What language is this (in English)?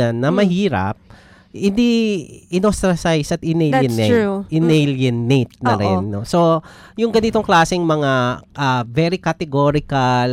Filipino